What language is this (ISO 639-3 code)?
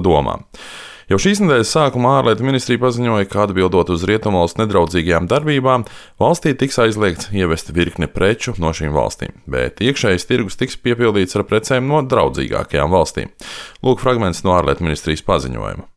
lav